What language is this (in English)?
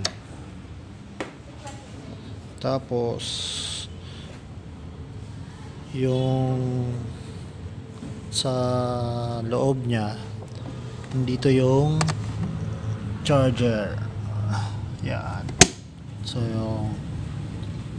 Filipino